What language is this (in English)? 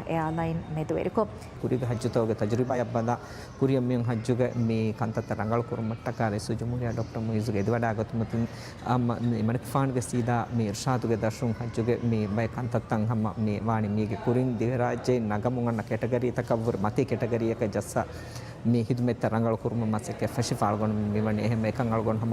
Divehi